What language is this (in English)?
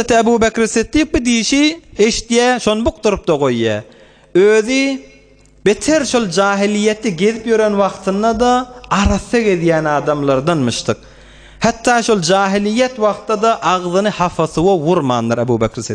Turkmen